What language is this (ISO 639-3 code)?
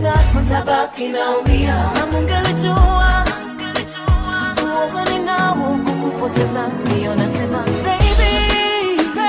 swa